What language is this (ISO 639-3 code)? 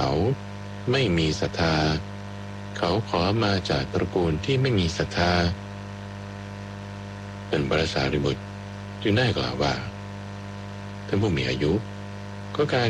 tha